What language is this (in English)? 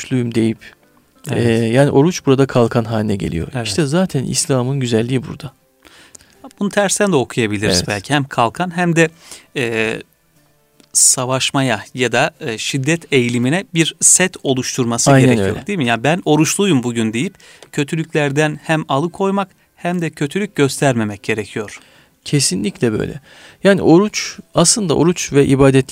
Turkish